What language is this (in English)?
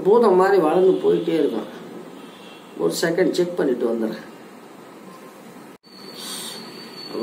Tamil